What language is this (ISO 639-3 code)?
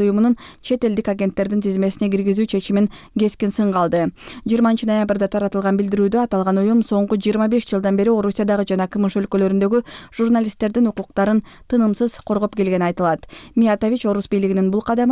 kir